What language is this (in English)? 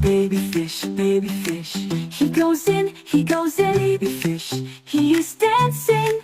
Tswana